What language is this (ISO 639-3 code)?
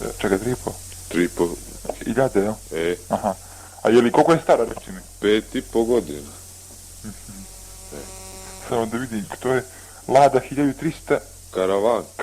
bos